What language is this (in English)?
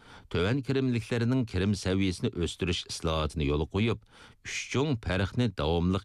Uyghur